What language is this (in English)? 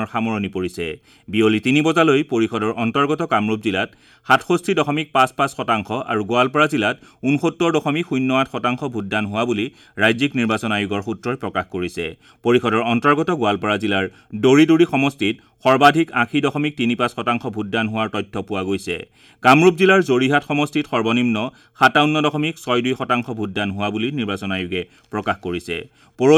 Assamese